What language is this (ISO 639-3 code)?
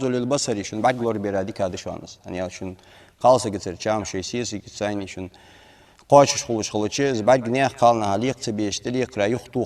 inh